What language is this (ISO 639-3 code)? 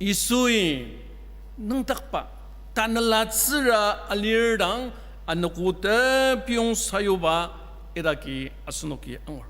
njo